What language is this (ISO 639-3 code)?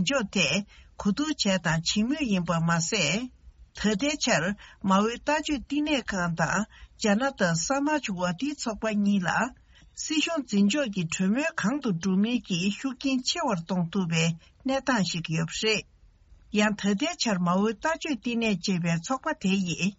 bod